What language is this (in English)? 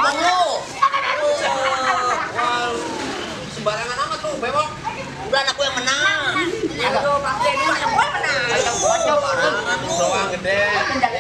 Betawi